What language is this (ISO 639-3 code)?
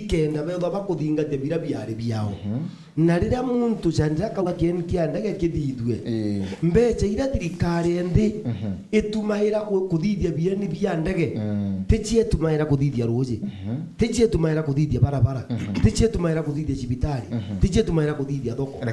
mer